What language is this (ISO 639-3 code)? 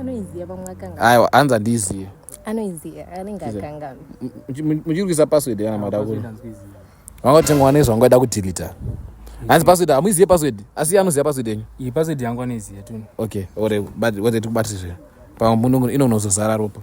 sna